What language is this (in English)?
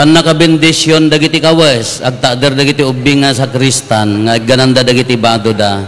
Iloko